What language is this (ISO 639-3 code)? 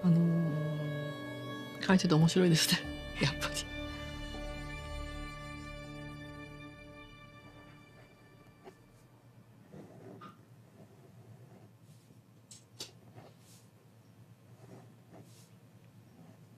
jpn